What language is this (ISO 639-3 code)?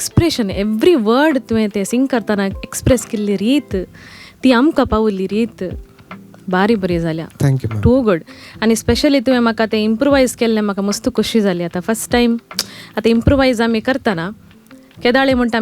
kok